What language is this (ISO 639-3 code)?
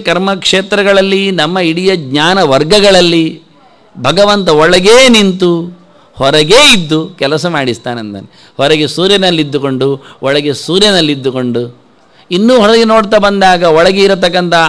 kan